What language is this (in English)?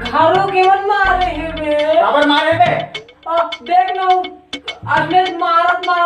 Chhattisgarhi